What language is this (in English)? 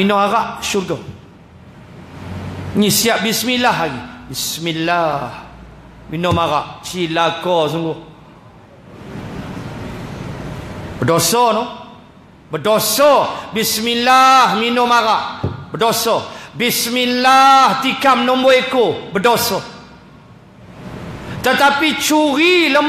Malay